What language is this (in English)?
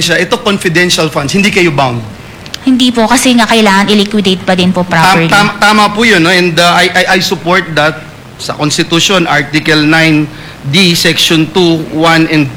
Filipino